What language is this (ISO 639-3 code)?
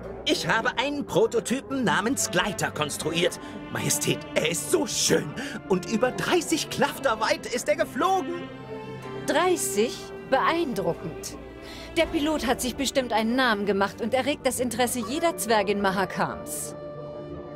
deu